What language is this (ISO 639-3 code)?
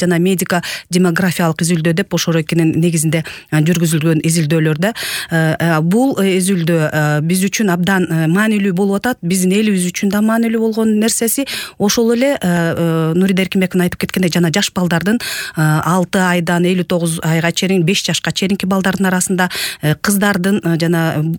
kir